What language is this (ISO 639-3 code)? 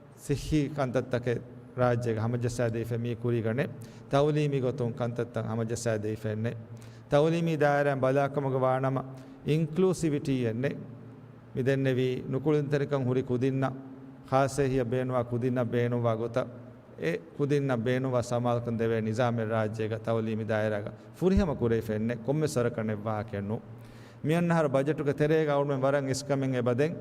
div